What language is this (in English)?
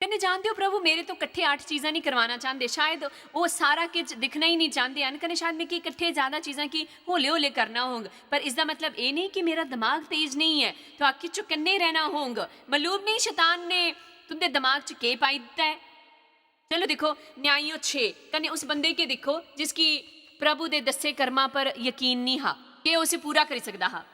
Dogri